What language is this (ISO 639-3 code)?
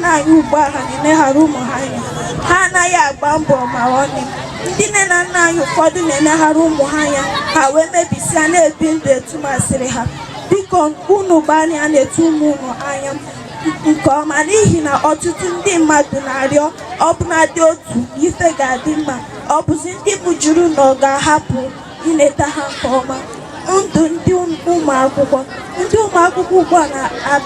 ibo